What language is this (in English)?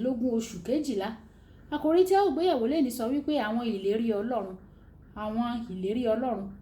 Yoruba